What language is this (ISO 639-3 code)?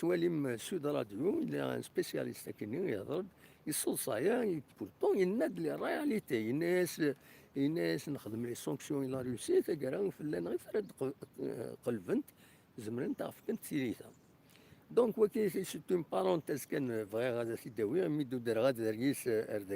kab